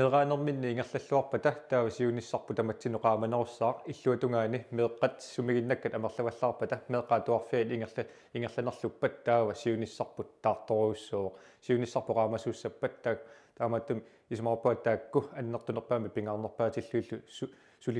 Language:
Kalaallisut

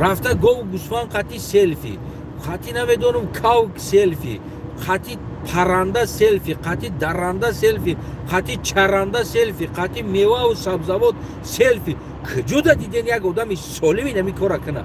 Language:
Tajik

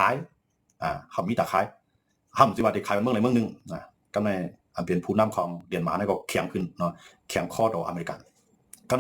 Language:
Shan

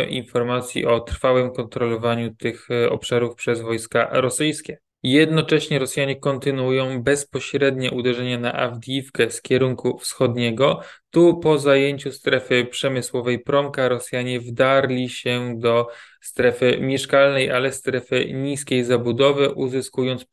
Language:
Polish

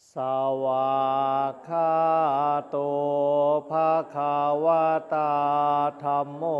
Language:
Pali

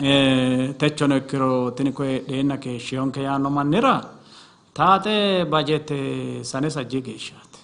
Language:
Sidamo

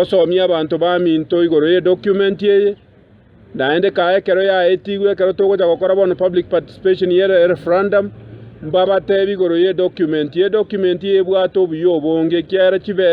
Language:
Gusii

